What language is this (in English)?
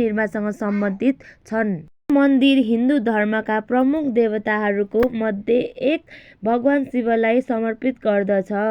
Nepali